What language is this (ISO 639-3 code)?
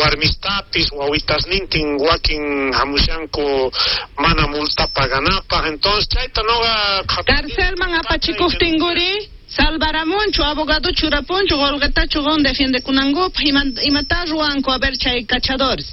quh